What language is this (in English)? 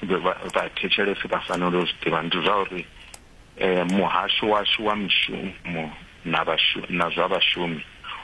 Venda